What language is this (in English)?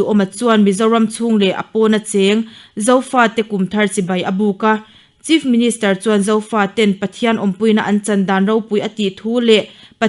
Mizo